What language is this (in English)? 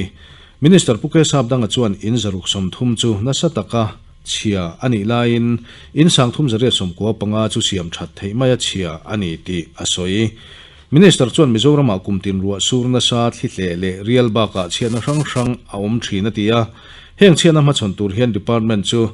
Mizo